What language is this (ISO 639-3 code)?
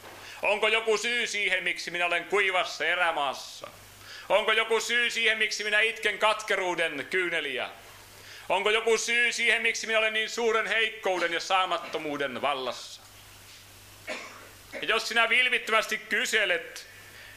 fin